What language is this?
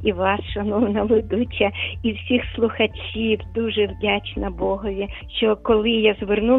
Ukrainian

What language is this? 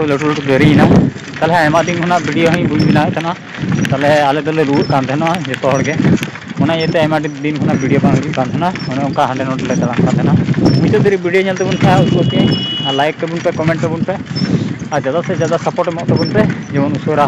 Santali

